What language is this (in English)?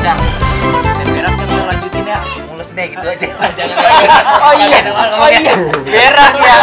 Betawi